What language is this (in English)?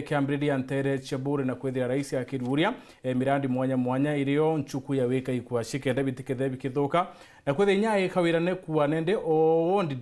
Meru